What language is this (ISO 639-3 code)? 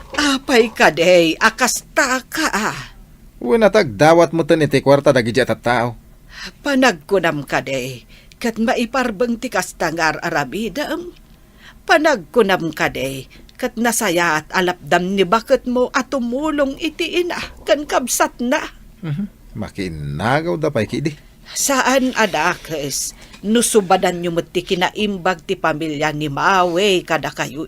ilo